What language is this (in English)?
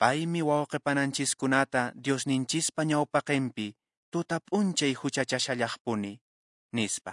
Quechua